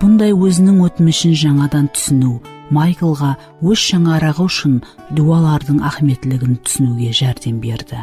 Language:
Kara-Kalpak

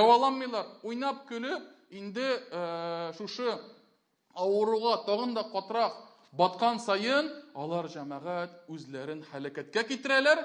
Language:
Tatar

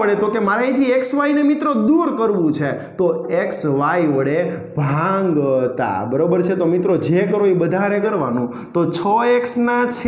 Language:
Gujarati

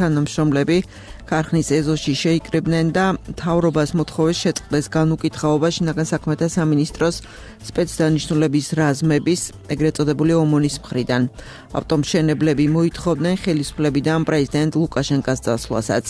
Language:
Georgian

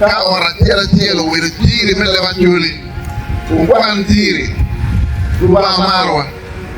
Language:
Acoli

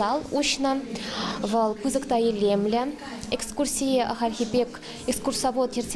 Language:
Chuvash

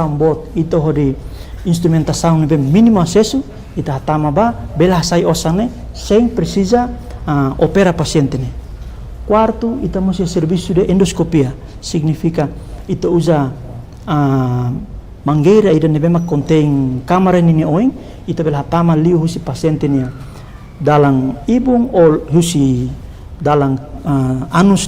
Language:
Tetum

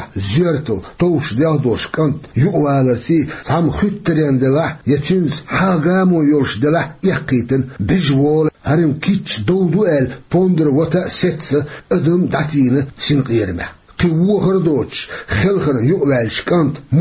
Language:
Chechen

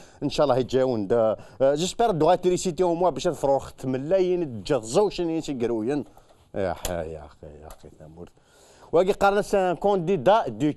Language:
Kabyle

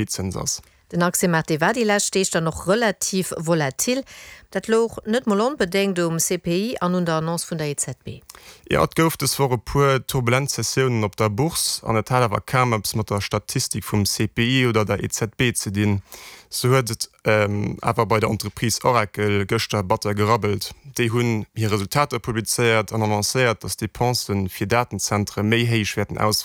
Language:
Luxembourgish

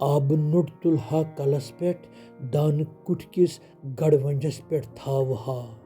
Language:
Kashmiri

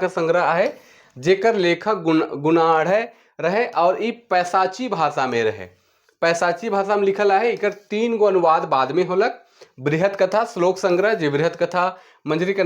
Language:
Sadri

